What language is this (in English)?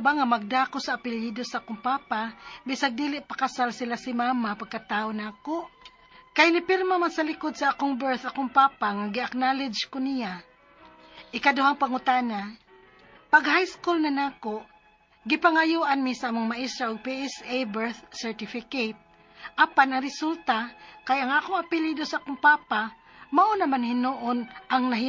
Cebuano